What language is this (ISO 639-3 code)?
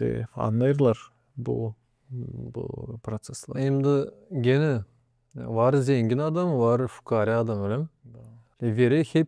gag